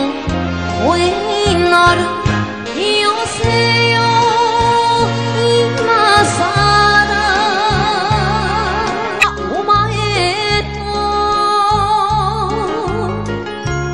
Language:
Japanese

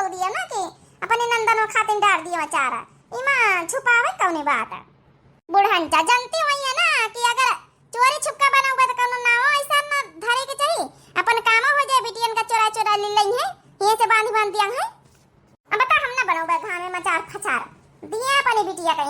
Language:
Awadhi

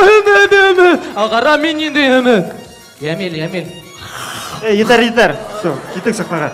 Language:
Bashkir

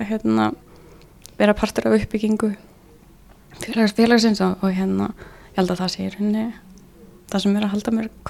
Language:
Icelandic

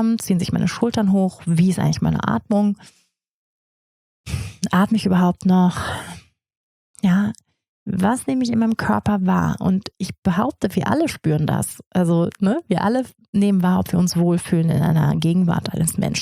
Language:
German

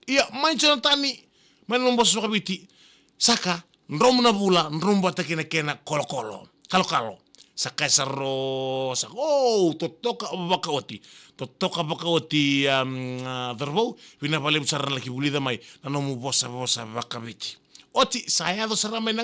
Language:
Fijian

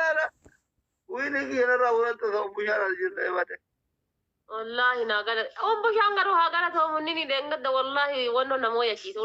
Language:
Oromo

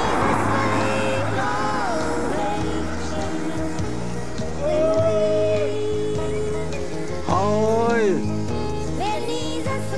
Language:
Czech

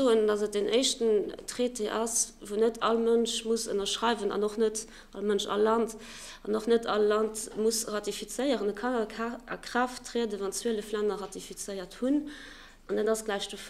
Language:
Luxembourgish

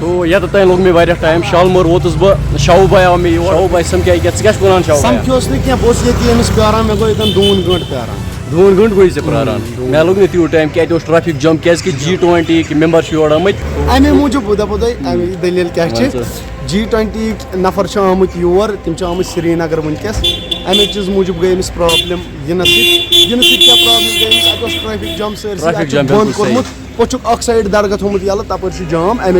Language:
Kashmiri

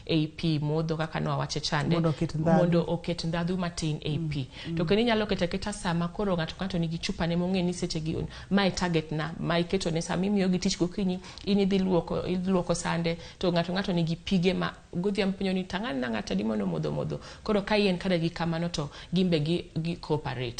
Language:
Luo (Kenya and Tanzania)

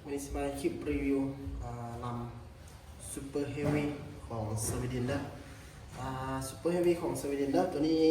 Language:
Lao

